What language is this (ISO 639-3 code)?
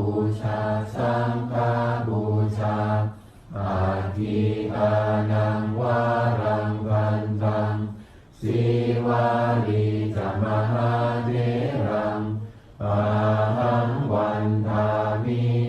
pli